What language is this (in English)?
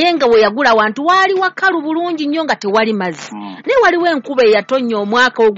Ganda